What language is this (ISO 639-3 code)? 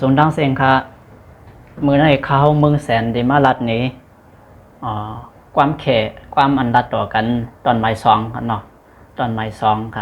shn